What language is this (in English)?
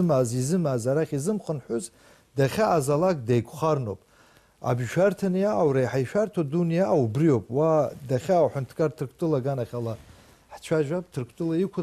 Abkhazian